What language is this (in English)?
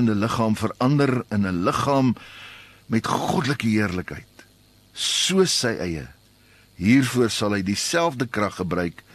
Afrikaans